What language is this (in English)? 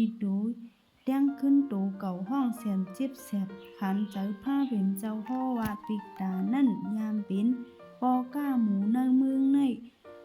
Shan